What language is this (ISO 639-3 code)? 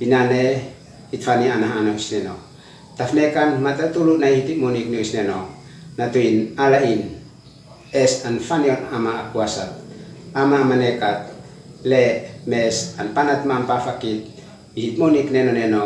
aoz